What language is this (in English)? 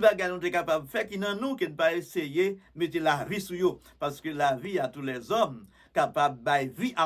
Haitian Creole